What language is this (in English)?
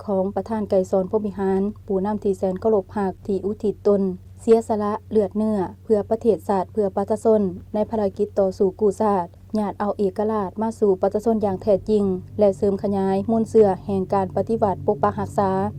Lao